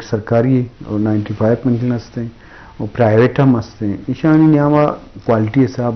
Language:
Eastern Balochi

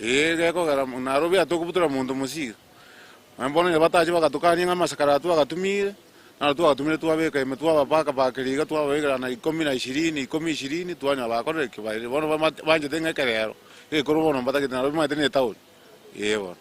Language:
Gusii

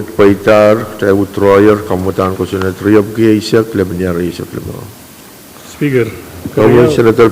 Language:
Pohnpeian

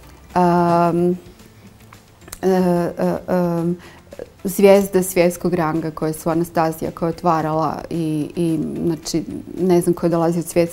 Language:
Croatian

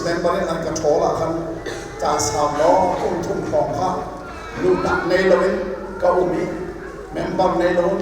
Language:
Hakha Chin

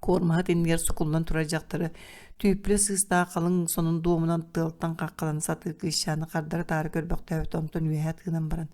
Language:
Yakut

